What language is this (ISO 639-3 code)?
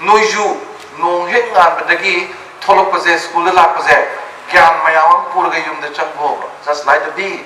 mni